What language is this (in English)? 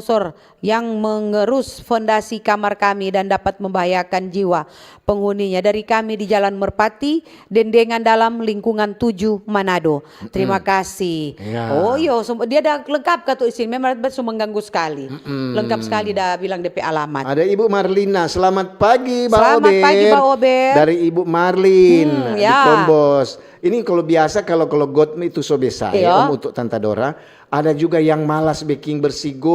Manado Malay